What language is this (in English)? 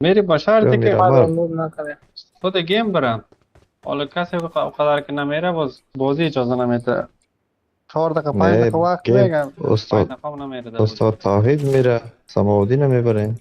Tajik